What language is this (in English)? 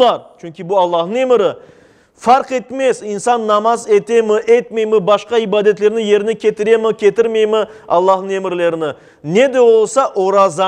Crimean Tatar